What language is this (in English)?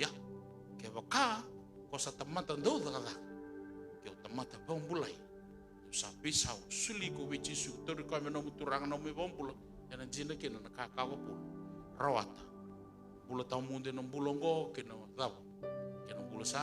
Fijian